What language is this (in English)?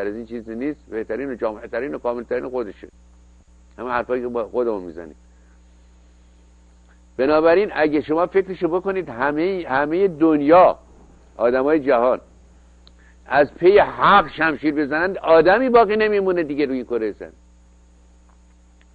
Persian